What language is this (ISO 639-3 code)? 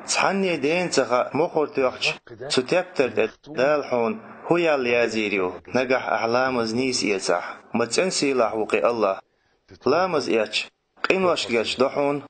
che